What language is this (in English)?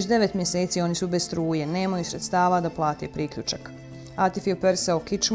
Bosnian